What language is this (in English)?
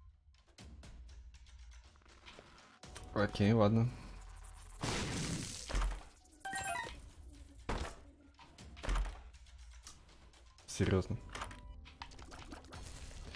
Russian